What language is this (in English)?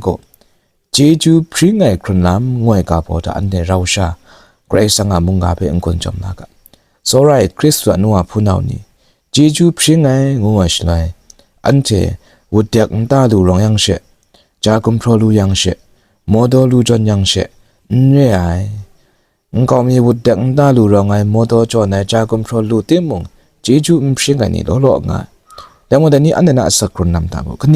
Kachin